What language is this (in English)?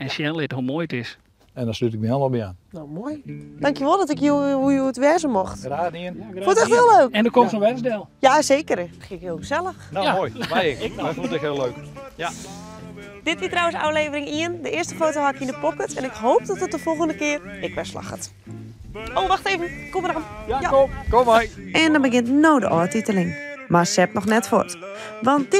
Western Frisian